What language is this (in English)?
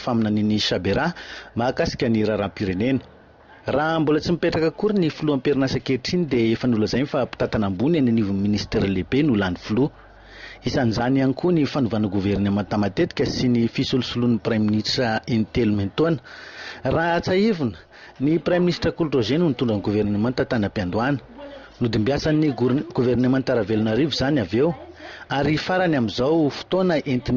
Malagasy